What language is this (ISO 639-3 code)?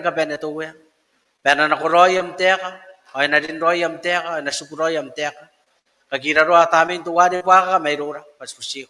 gil